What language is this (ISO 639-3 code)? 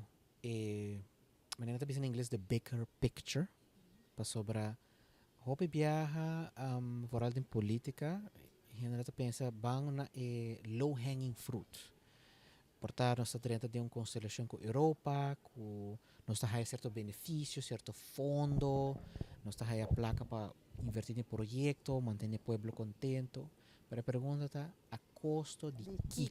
pap